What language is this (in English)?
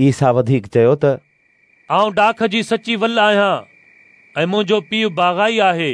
Sindhi